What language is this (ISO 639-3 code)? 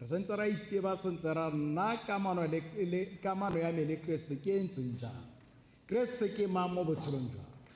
tsn